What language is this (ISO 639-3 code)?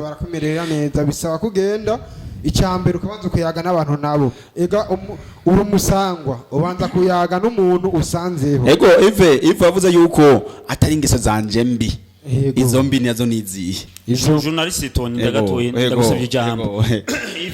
run